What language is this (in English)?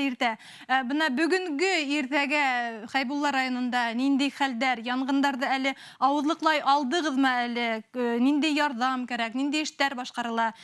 Bashkir